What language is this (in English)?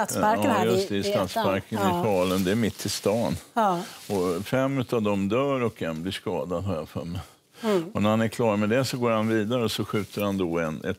Swedish